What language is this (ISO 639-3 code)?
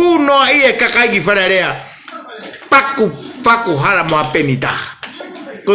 ton